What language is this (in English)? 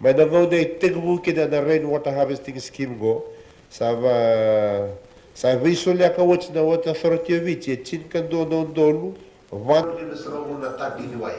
Fijian